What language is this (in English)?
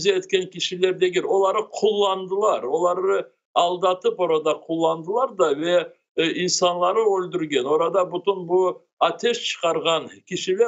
Crimean Tatar